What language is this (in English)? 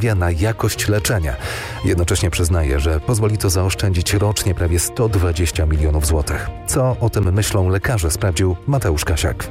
Polish